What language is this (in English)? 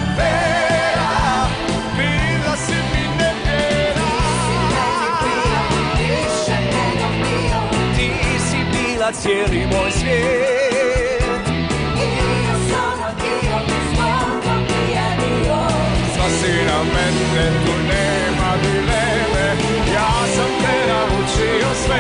Serbian